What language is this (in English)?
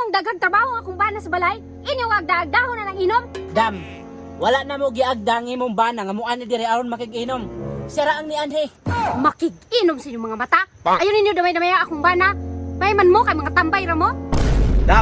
Cebuano